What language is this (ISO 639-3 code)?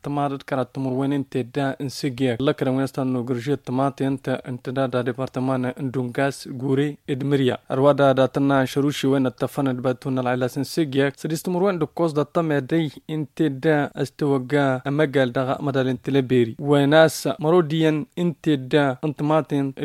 taq